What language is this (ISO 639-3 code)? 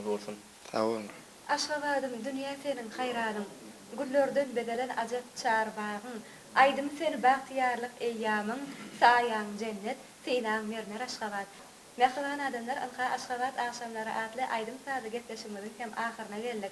tuk